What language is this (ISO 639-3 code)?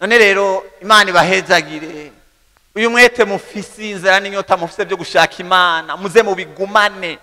run